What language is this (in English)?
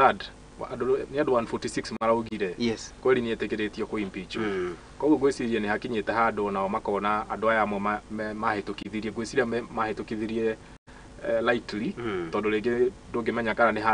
Kikuyu